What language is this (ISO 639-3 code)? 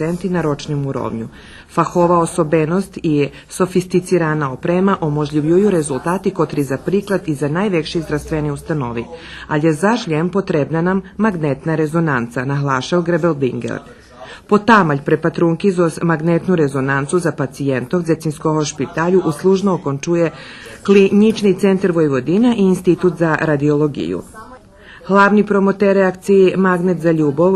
rue